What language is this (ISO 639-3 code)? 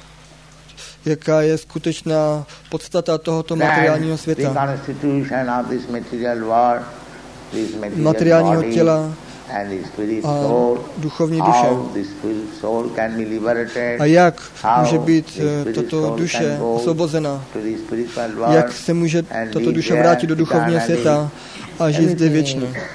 ces